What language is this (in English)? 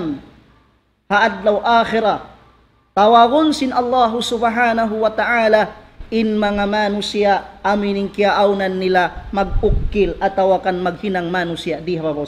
Tausug